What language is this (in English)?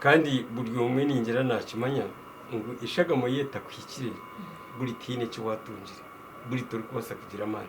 Nyankole